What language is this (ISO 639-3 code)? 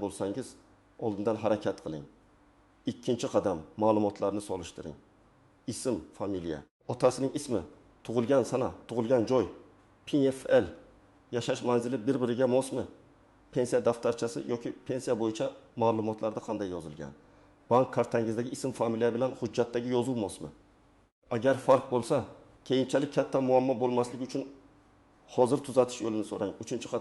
uzb